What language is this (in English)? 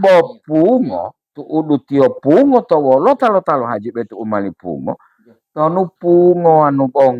Gorontalo